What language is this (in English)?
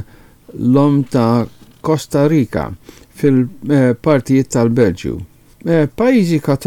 Maltese